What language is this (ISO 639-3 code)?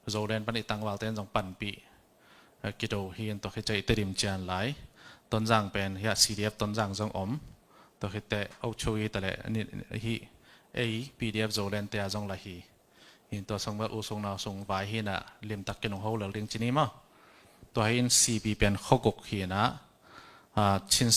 ctd